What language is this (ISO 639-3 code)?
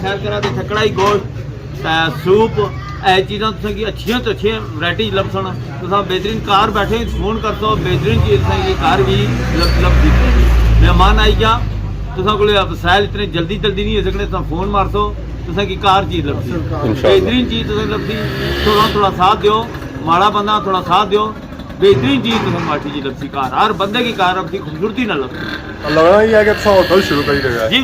phr